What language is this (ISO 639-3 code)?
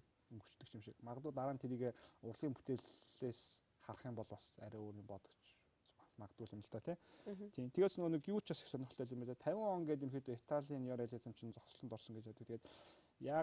mon